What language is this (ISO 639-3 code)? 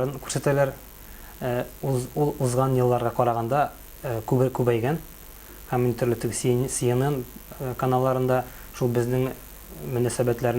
tat